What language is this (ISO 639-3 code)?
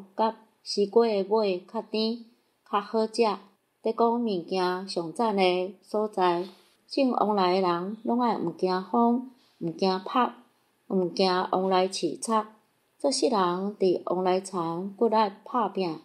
nan